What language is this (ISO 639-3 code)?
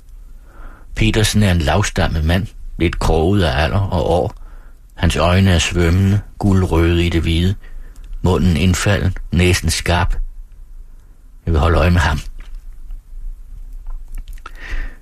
dan